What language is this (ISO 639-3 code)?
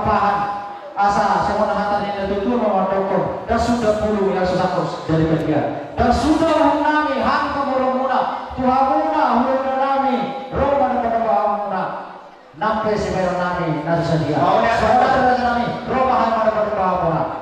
bbc